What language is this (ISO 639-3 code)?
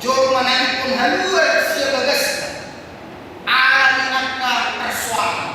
bbc